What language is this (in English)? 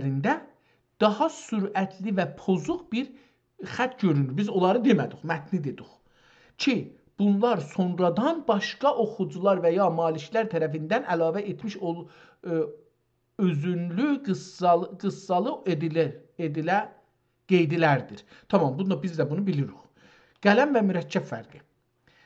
South Azerbaijani